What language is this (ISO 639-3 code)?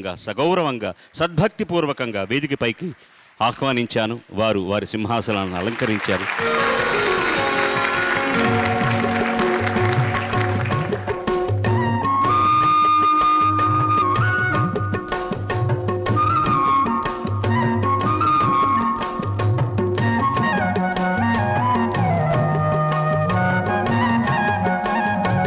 tel